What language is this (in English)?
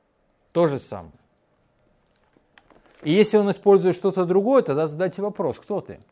Russian